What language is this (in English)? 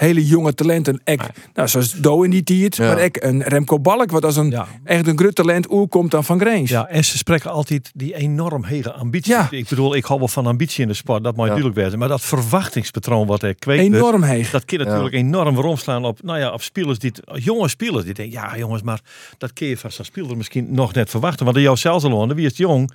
Western Frisian